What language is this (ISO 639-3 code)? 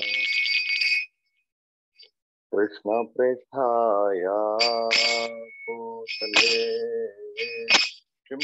eng